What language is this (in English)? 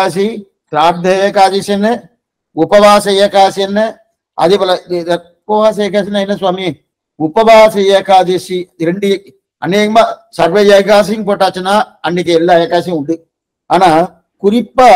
Tamil